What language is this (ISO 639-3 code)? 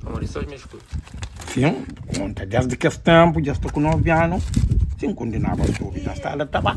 kea